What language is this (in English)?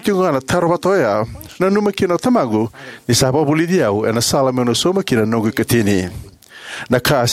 Fijian